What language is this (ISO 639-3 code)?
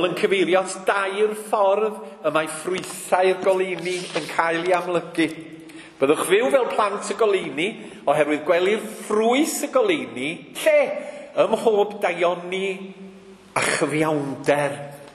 cym